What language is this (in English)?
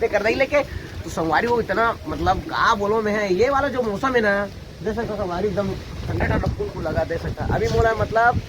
Chhattisgarhi